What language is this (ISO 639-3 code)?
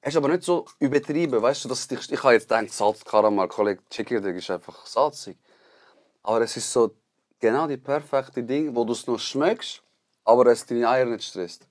gsw